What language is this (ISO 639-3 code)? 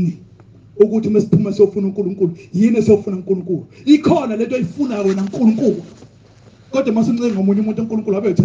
zul